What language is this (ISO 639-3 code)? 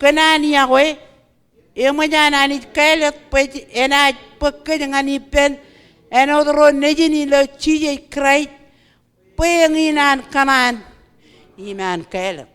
mah